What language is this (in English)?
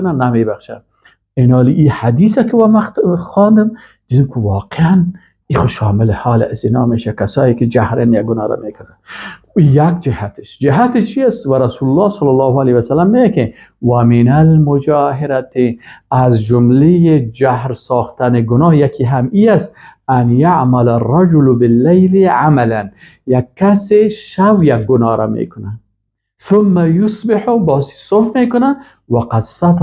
Persian